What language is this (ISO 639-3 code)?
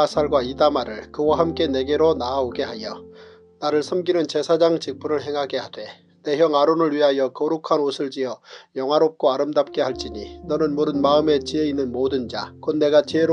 kor